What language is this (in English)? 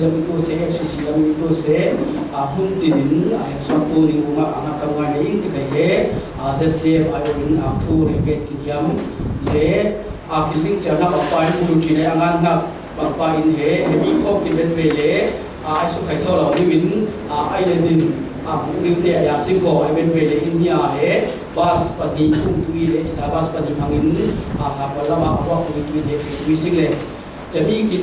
Falam Chin